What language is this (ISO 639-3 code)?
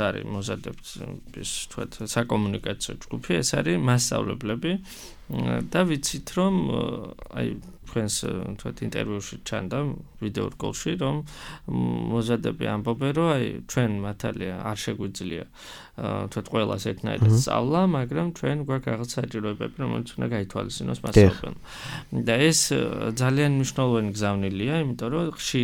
kat